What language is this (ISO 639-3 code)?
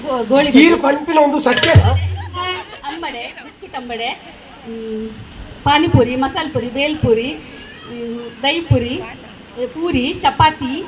tcy